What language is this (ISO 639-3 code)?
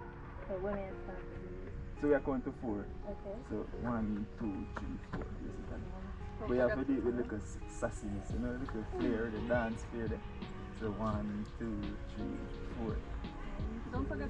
jam